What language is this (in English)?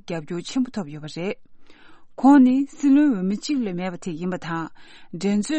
Tibetan